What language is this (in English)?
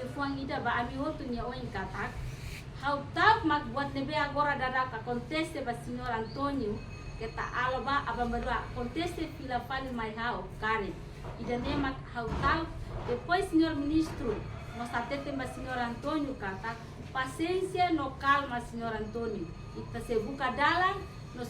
Tetum